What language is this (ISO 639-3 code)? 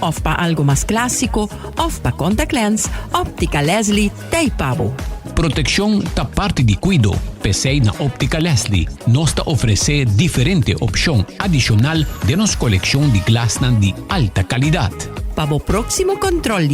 pap